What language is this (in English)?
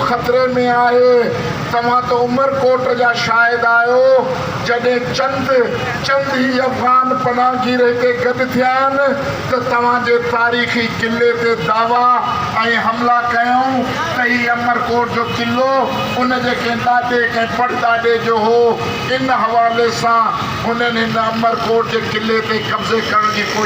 Sindhi